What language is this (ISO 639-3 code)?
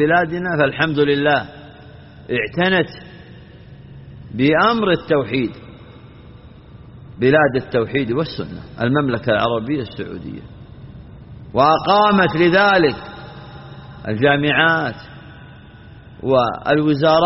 ara